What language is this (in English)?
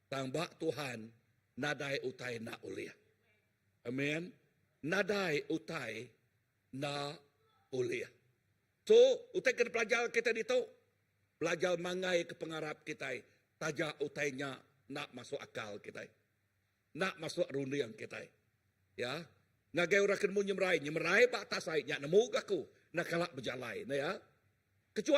Iban